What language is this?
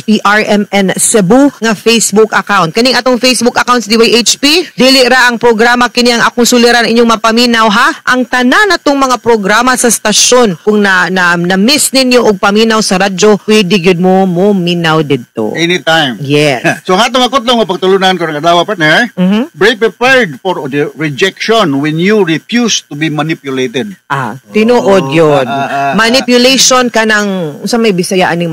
Cebuano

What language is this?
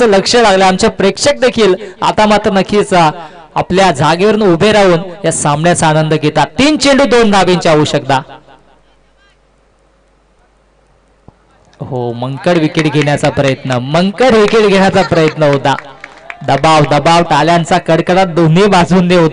Marathi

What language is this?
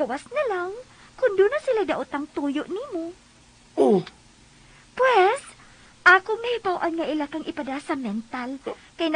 Cebuano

